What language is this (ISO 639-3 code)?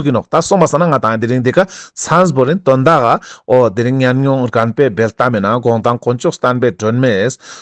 lbj